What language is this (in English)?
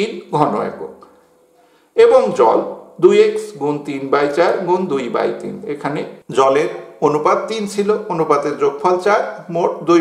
Bangla